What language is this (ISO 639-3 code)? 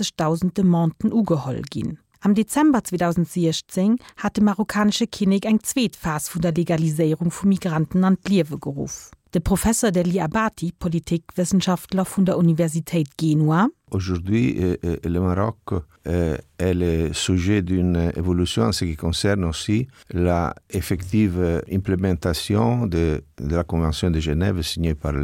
ltz